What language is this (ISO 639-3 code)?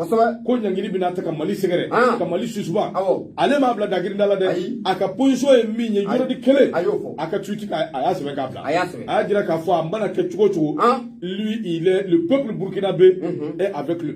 bam